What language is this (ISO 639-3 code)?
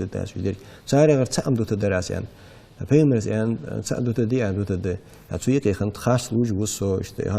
inh